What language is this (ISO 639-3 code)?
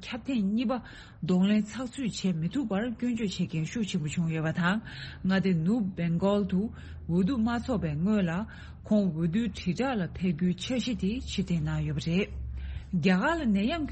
bod